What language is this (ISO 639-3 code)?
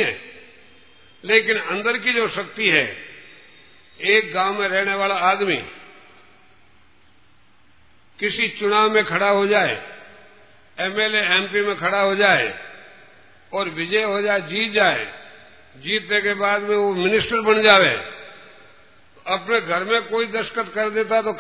hin